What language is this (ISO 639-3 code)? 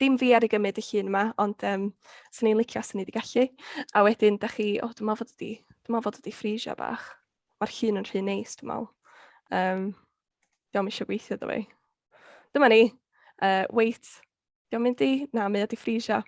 cym